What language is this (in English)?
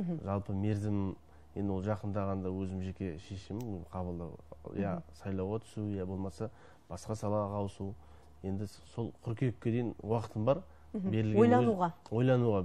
Kazakh